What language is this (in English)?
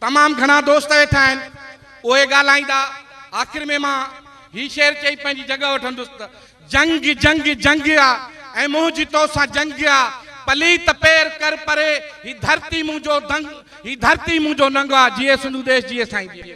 Sindhi